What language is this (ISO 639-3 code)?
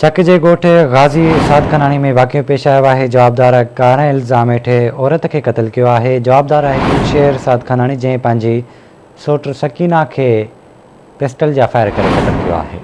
snd